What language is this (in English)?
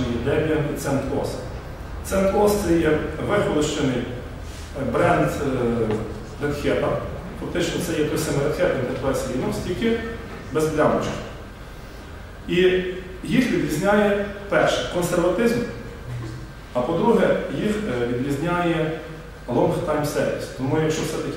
Ukrainian